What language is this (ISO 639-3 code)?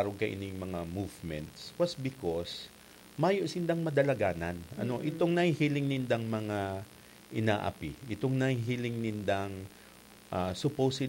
bik